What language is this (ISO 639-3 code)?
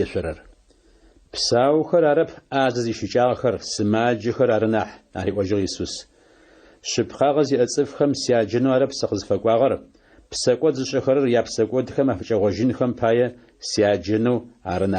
ady